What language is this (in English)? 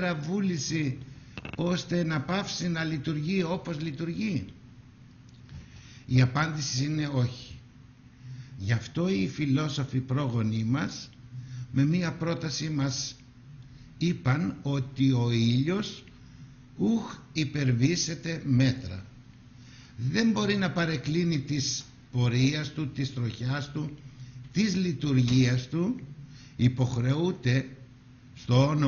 Greek